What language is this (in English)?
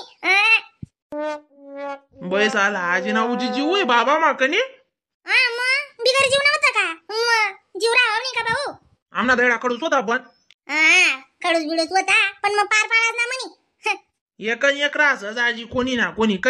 Khandesi